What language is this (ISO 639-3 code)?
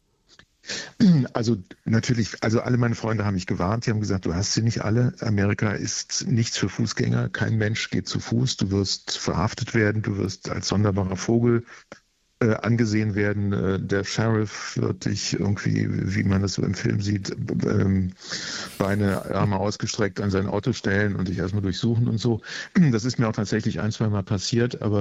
deu